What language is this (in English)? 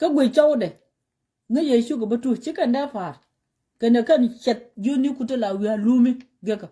Nuer